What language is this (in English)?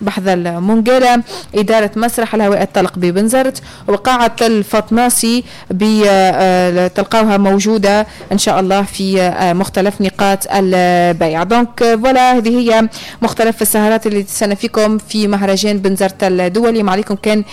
Tunisian Arabic